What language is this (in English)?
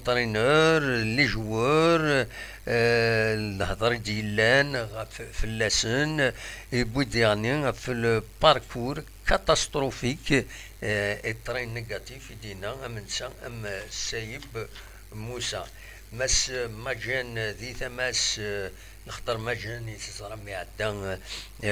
Kabyle